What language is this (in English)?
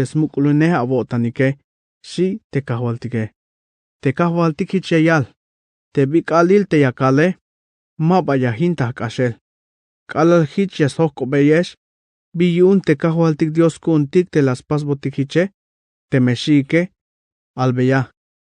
Tzeltal